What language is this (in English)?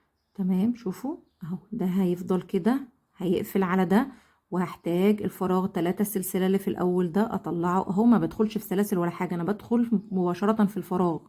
Egyptian Arabic